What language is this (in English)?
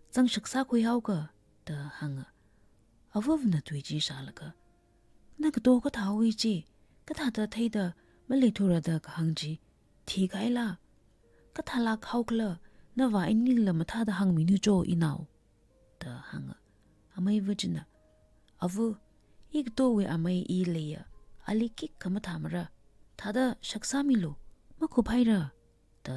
Tangkhul Naga (India)